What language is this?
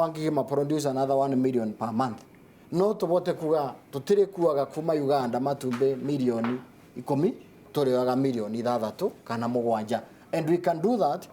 Kikuyu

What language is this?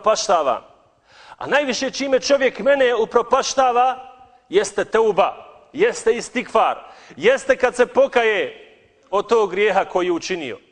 Bosnian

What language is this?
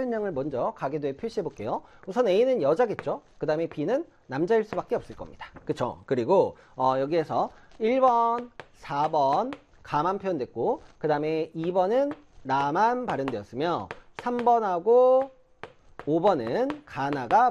Korean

